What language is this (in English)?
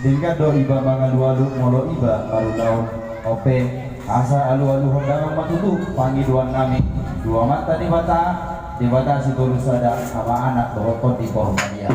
Batak Toba